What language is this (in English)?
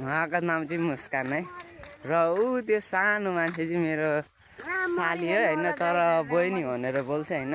Nepali